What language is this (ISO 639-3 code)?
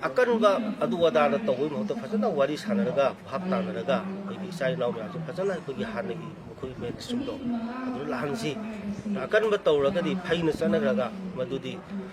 mni